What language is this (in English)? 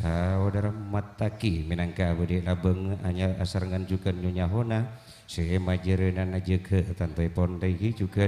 Madurese